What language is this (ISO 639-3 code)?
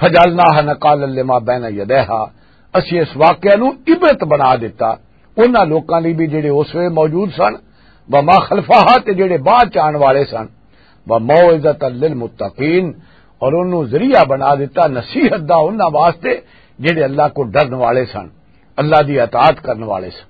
lah